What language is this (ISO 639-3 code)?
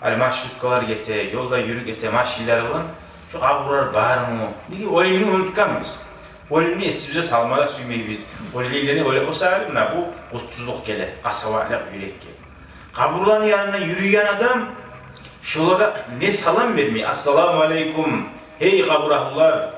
kum